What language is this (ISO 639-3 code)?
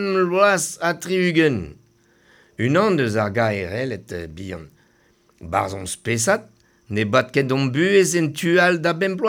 bre